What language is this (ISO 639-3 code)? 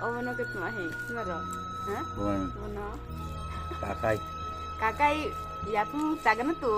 ria